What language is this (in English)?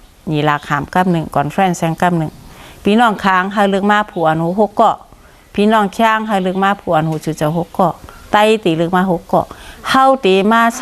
Shan